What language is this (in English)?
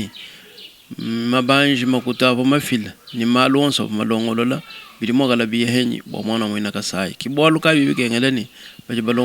Luba-Lulua